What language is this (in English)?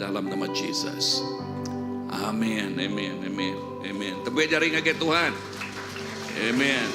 Iban